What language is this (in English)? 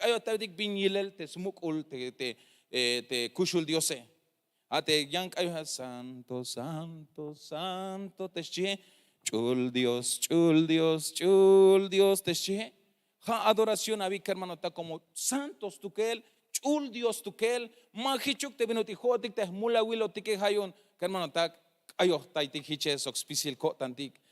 Tzeltal